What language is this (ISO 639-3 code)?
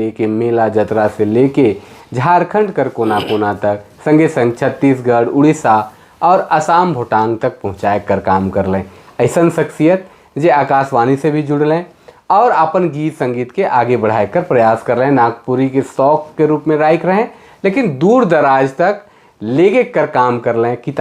sck